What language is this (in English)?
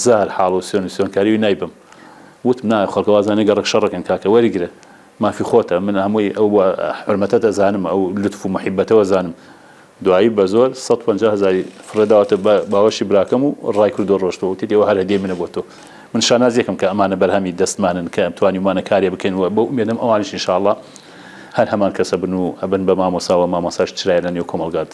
Central Kurdish